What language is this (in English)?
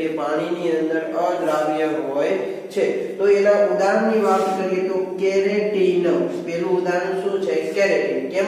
Gujarati